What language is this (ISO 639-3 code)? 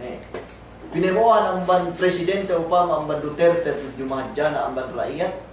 yka